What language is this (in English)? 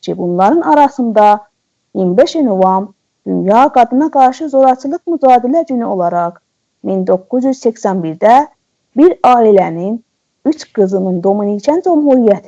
South Azerbaijani